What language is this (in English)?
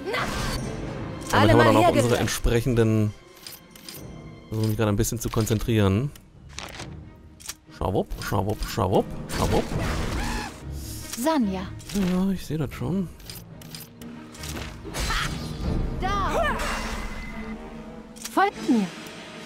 German